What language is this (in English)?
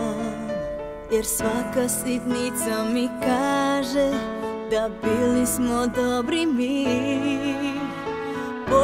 Croatian